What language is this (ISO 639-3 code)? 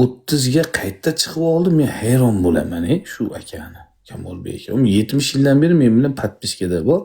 uzb